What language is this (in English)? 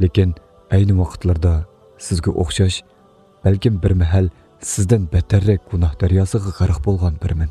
Uyghur